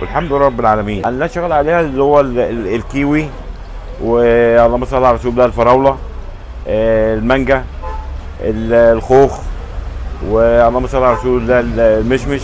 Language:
Egyptian Arabic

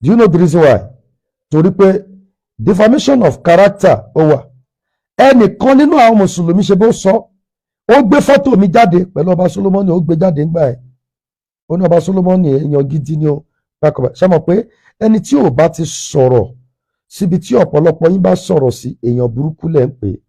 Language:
Yoruba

